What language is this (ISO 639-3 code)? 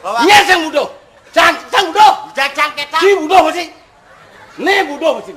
ban